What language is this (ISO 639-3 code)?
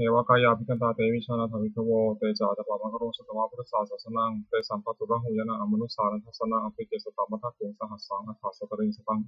pli